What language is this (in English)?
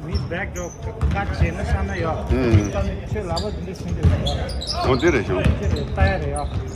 Tibetan